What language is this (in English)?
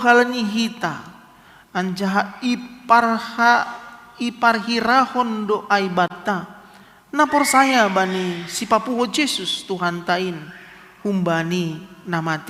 Batak Simalungun